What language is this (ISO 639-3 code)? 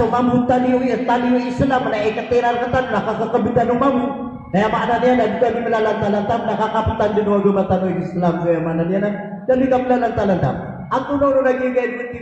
mrw